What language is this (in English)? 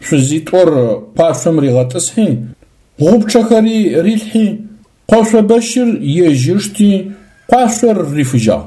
Adyghe